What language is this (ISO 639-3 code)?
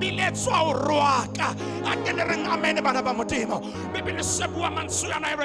sot